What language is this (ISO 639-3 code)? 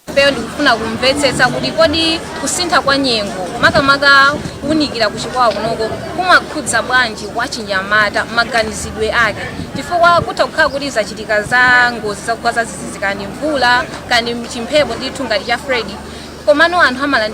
nya